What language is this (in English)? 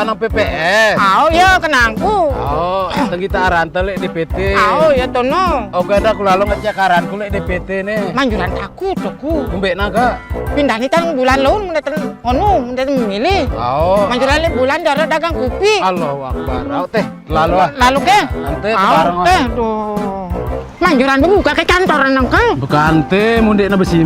Sasak